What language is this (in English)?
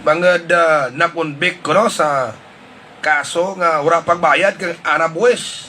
Hiligaynon